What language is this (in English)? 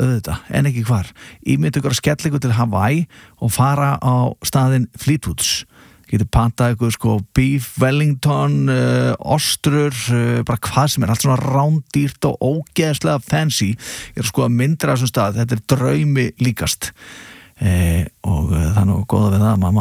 Icelandic